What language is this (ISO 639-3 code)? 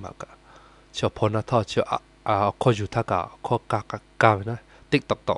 lhu